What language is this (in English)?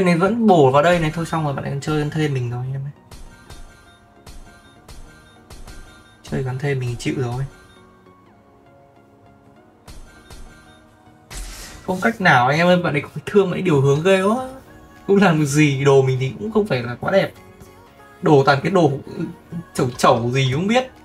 Vietnamese